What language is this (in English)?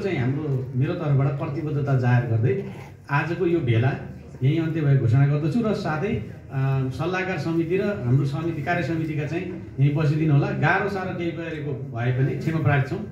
Nepali